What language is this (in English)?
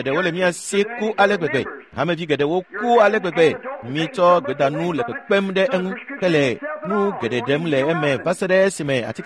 Ewe